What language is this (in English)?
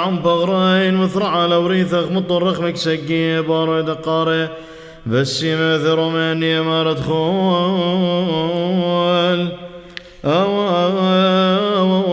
Classical Syriac